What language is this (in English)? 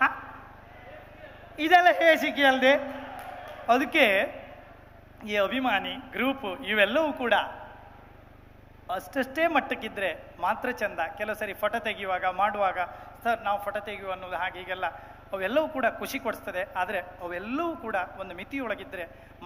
Kannada